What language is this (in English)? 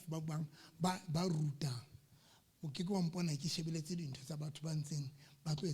Southern Sotho